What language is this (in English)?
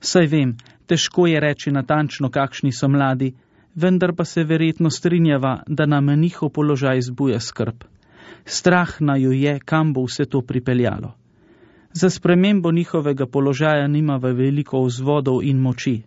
Slovenian